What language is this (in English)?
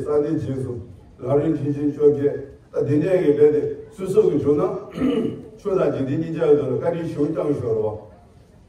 Tibetan